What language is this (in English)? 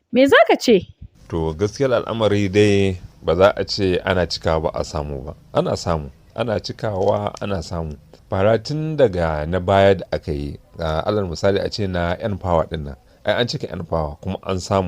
Hausa